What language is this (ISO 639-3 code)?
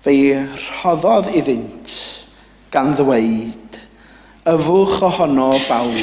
cym